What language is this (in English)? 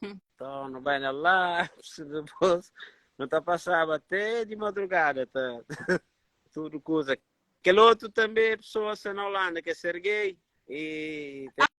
Kabuverdianu